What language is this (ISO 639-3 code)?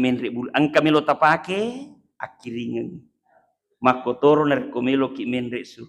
bug